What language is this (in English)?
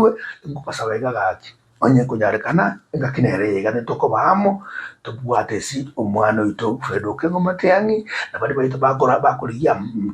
Gusii